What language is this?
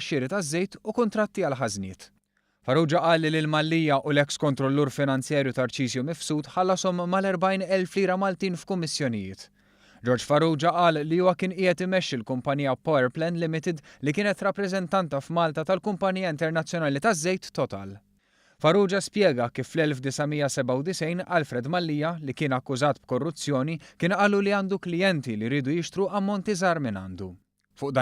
Maltese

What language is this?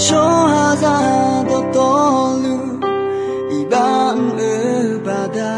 Akha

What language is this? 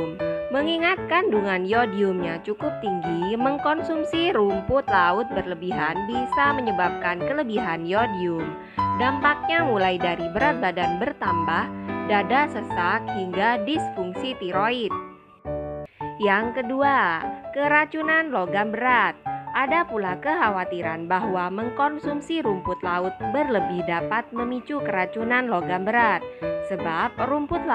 Indonesian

